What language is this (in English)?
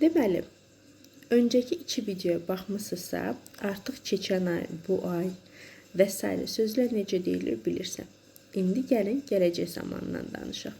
Azerbaijani